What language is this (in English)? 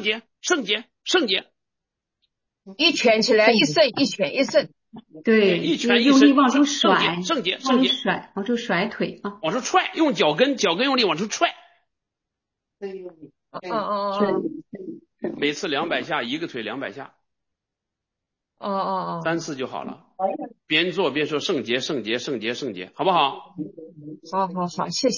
Chinese